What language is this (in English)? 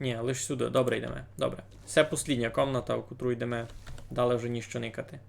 Rusyn